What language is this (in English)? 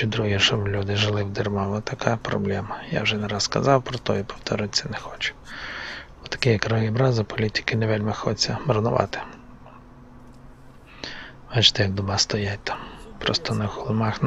Ukrainian